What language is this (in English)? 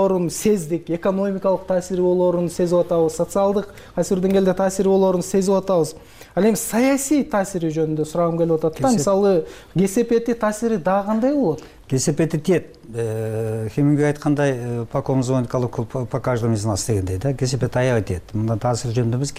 Kyrgyz